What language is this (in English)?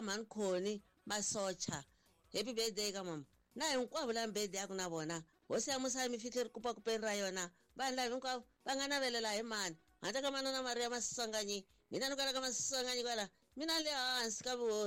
Tsonga